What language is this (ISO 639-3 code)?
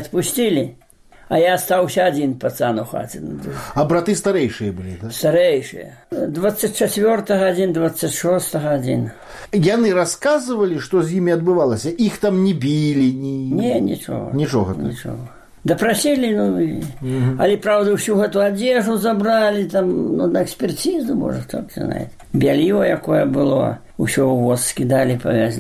bel